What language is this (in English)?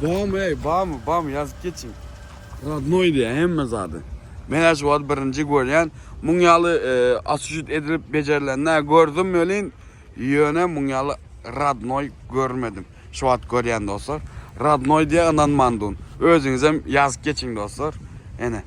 Turkmen